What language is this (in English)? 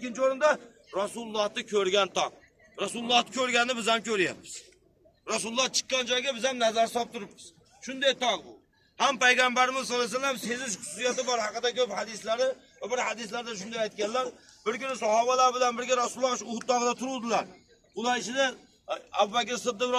Uzbek